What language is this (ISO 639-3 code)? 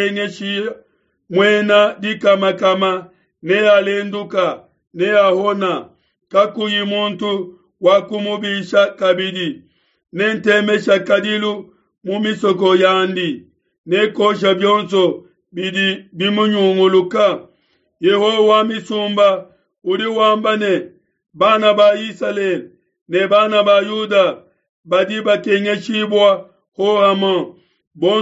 lua